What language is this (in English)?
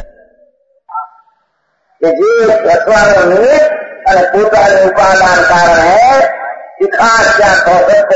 Gujarati